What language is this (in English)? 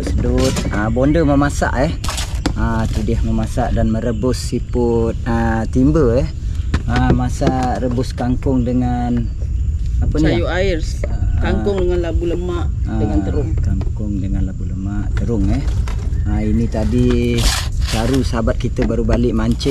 Malay